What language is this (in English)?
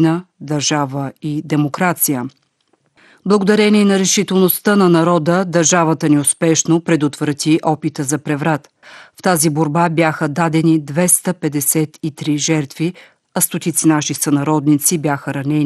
Bulgarian